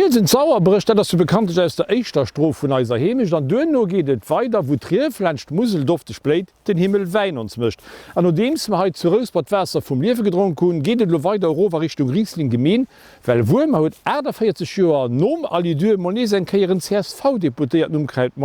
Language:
Luxembourgish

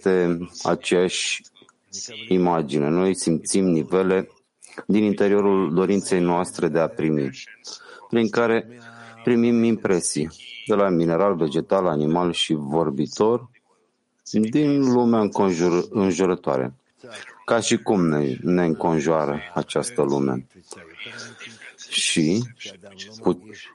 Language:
Romanian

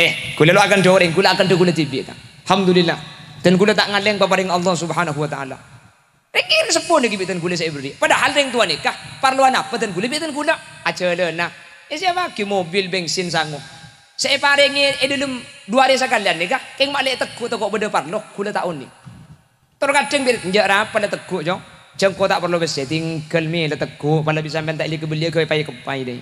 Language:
Madurese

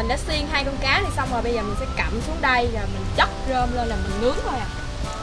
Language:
Vietnamese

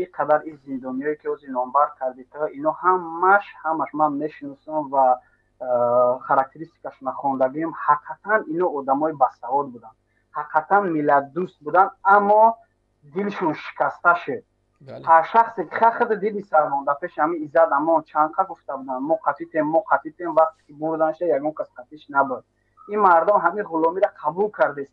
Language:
Tajik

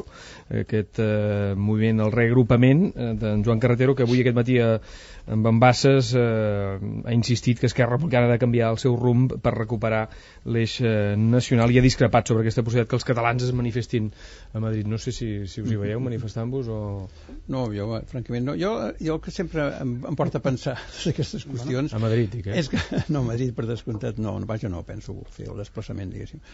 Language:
Catalan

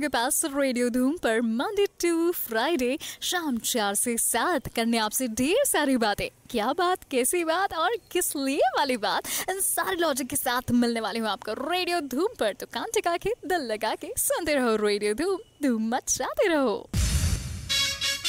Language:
Hindi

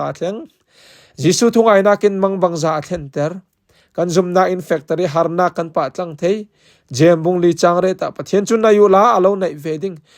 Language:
Falam Chin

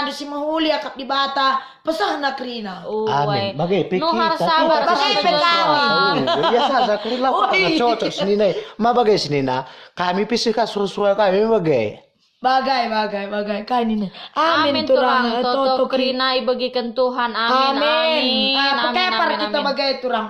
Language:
Batak Karo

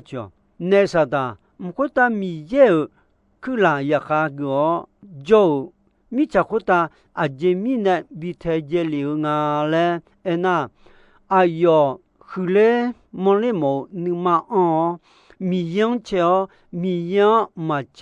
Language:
Akha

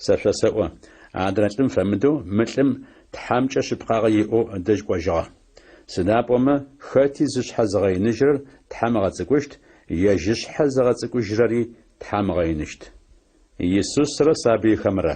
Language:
Adyghe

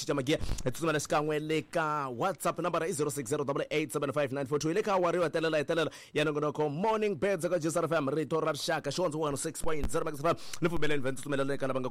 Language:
Tsonga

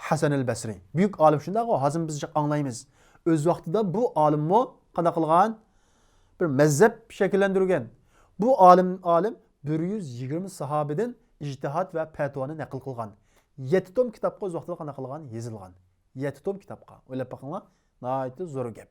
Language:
Uyghur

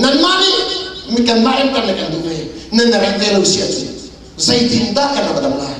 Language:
Hakha Chin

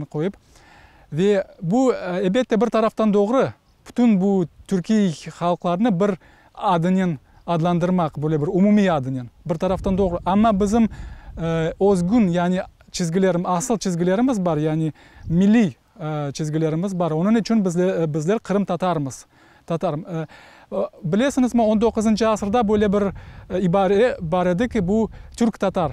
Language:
Crimean Tatar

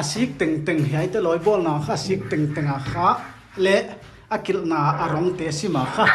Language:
Paite Chin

